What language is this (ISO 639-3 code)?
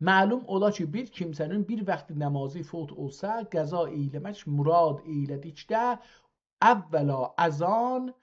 azb